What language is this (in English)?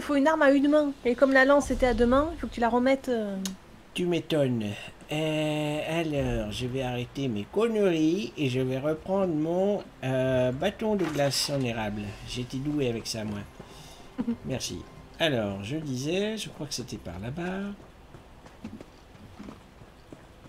French